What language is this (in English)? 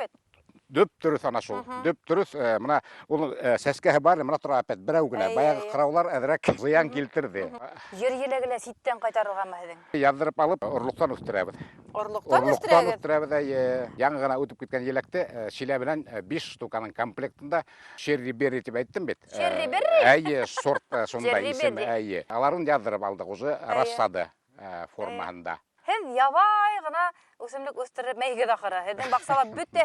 Bashkir